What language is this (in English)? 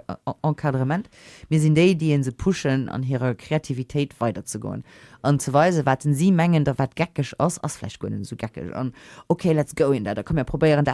Luxembourgish